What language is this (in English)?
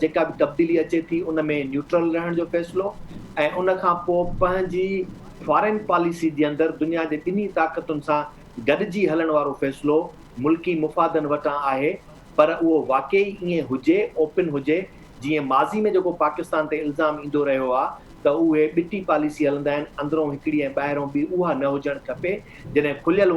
Sindhi